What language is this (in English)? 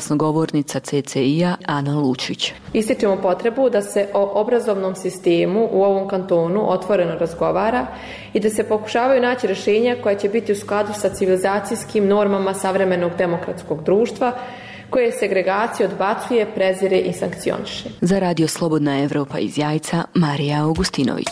Bosnian